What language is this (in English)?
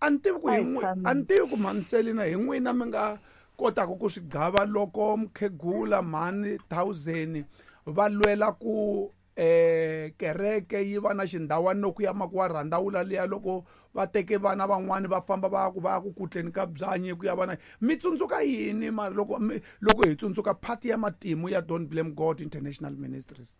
Tsonga